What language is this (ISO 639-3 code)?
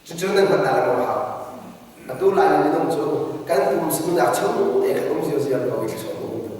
cnh